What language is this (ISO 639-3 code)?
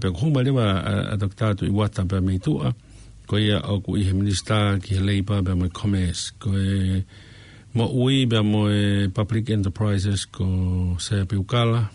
ton